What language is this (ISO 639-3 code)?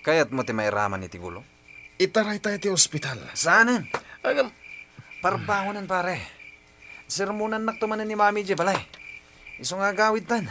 ilo